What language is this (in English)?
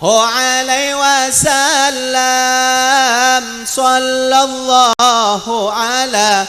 Madurese